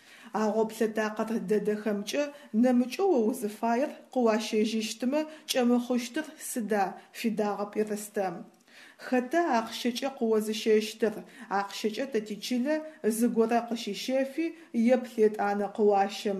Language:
Adyghe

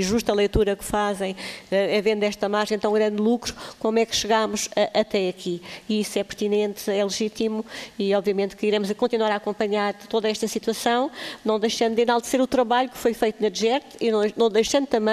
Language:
Portuguese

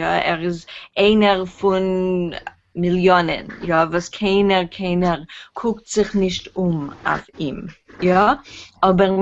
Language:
Yiddish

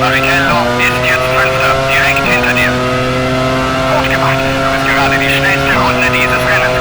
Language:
Bavarian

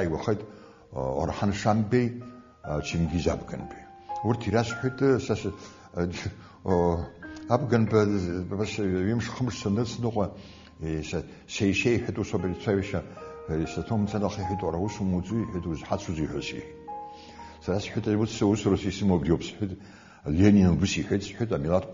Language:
Abkhazian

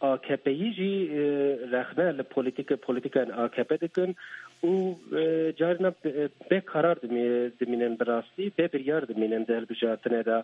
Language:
Kurdish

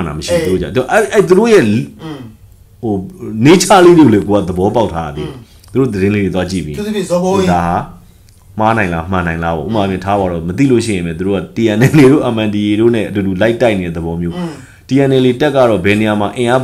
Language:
Burmese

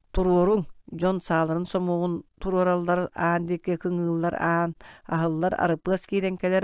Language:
Yakut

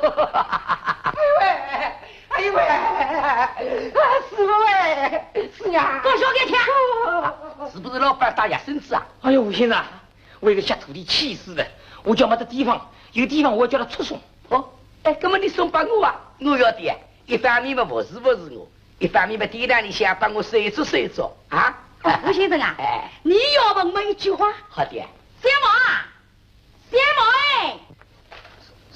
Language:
Wu Chinese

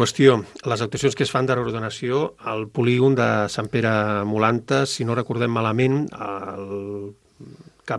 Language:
Catalan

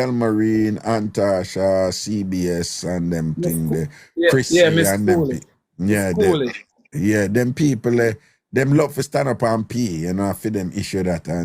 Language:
Jamaican Creole English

